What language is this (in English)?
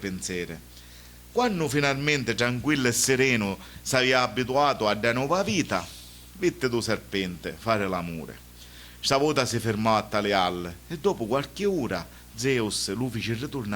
Sicilian